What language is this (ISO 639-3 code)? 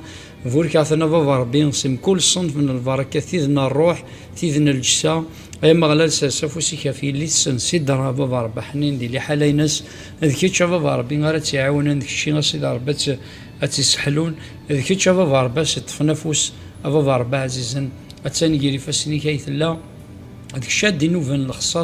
kab